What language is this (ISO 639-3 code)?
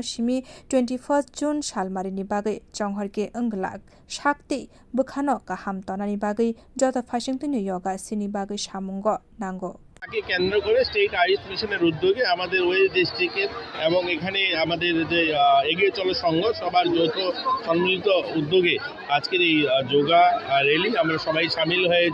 trp